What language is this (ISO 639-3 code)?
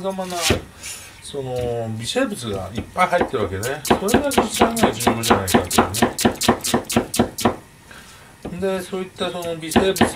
jpn